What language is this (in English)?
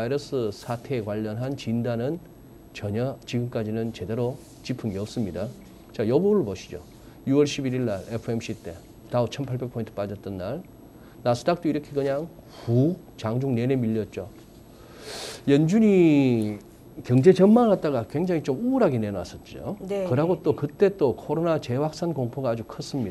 Korean